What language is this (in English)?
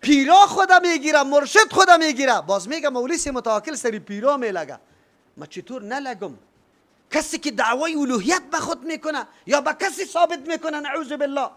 Persian